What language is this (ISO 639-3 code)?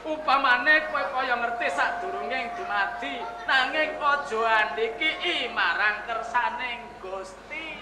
jav